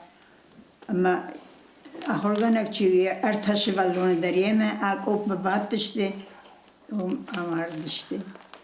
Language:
Ossetic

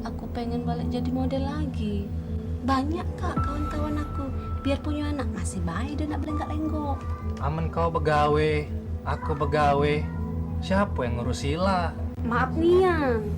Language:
Musi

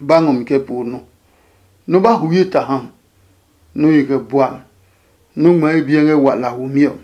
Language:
Adangme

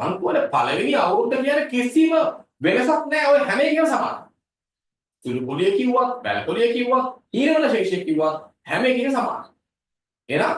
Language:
Sinhala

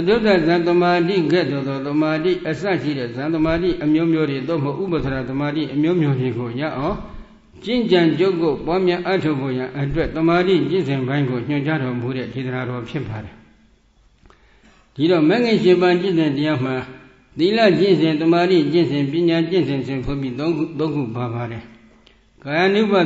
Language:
Burmese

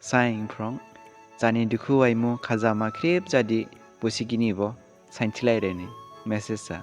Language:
Dimasa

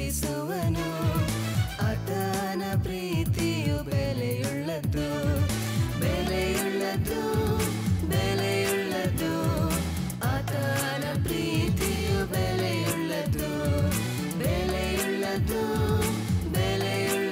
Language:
Kannada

